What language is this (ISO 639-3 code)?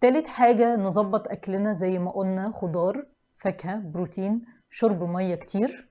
arz